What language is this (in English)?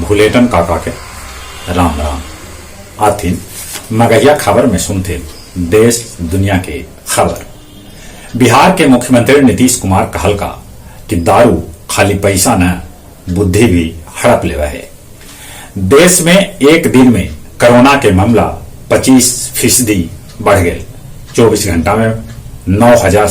Magahi